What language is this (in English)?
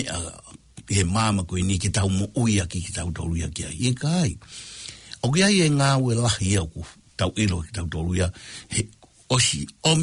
Tongan